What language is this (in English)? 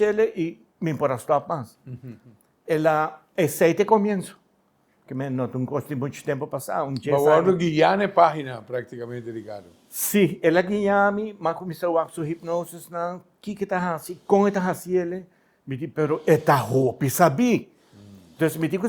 Papiamento